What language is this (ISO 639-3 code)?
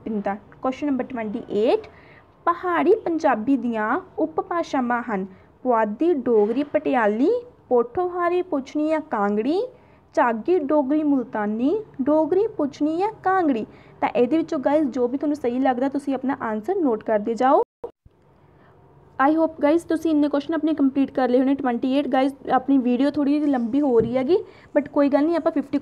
pan